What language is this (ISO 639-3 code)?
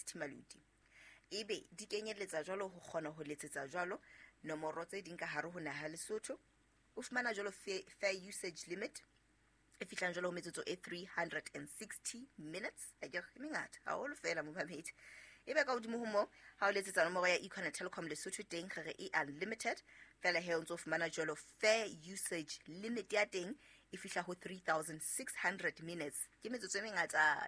sot